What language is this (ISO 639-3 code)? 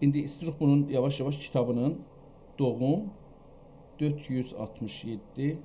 azb